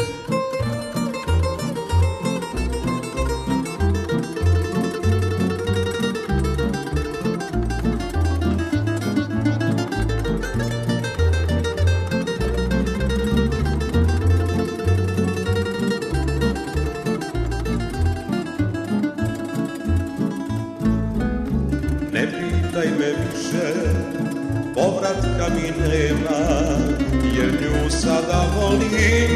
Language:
Serbian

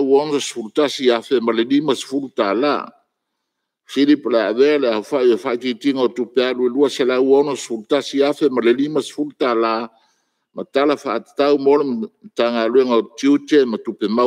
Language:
Samoan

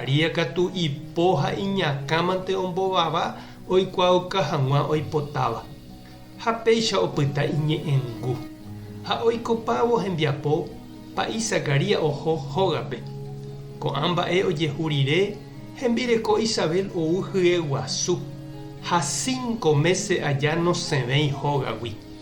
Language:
Guarani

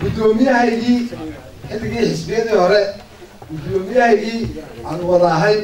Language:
Somali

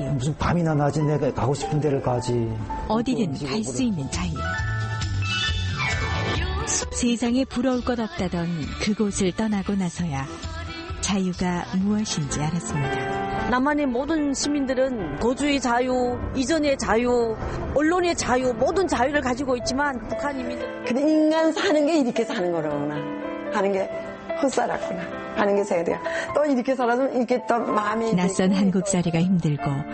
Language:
Korean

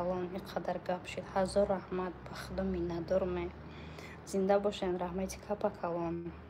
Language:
Tajik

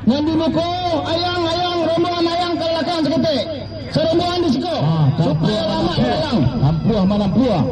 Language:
Minangkabau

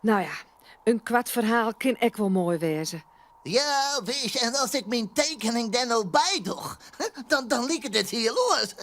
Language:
Western Frisian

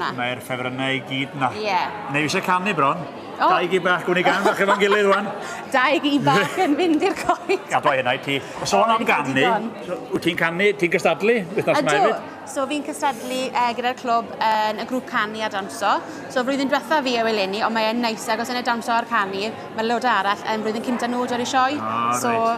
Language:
Welsh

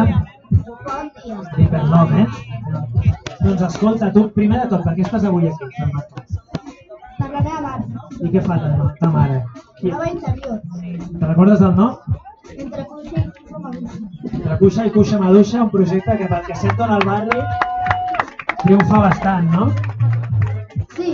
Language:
Catalan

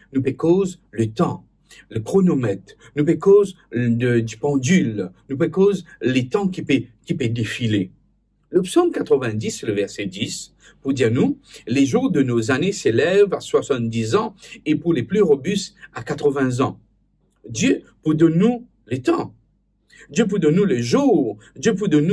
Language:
Morisyen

